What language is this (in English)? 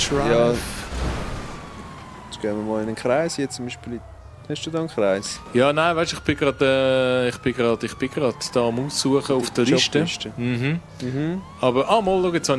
Swiss German